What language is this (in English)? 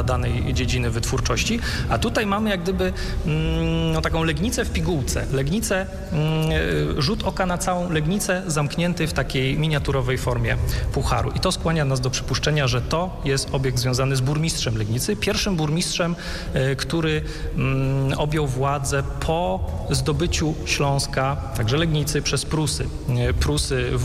Polish